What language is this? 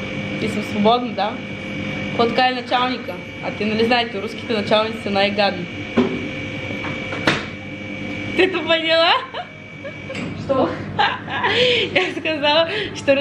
Bulgarian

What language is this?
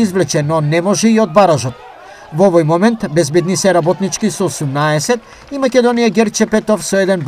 Macedonian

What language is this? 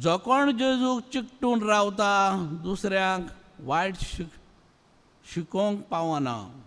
Konkani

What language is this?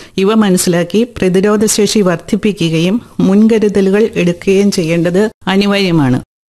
Malayalam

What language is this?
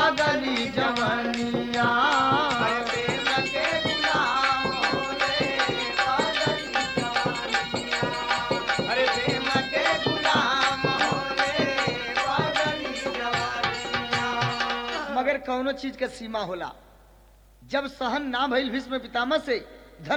Bhojpuri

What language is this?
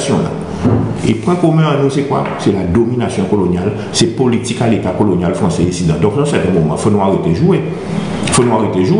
Guadeloupean Creole French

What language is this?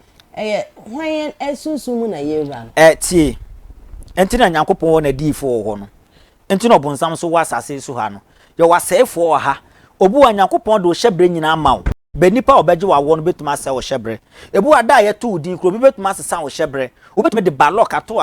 Akan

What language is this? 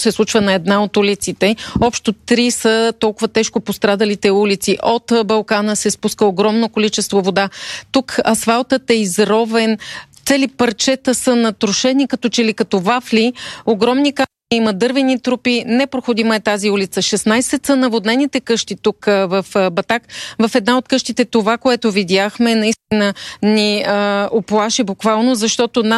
Bulgarian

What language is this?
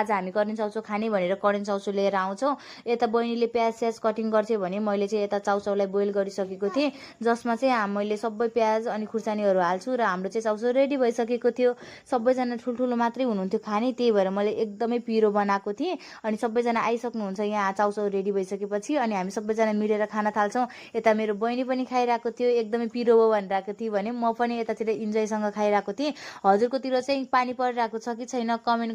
Nepali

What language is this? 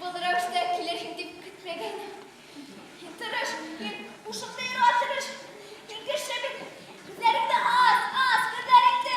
Bashkir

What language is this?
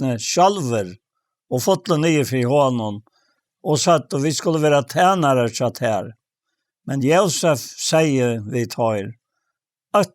Faroese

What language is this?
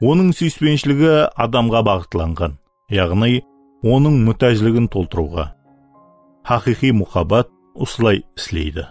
Kara-Kalpak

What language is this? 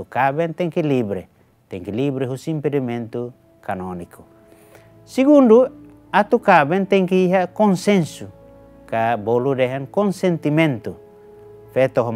Tetum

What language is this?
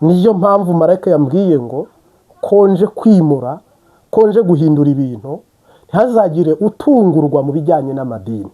Kinyarwanda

